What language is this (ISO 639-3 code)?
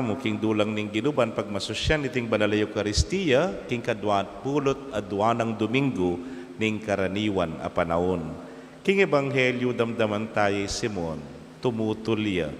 pam